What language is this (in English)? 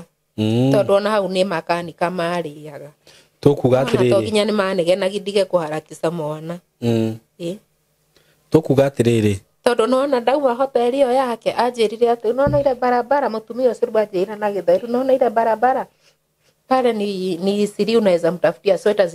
Kikuyu